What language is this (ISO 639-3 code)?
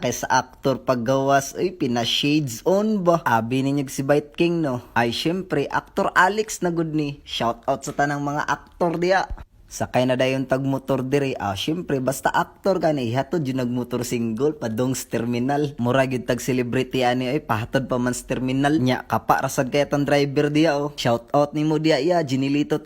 ceb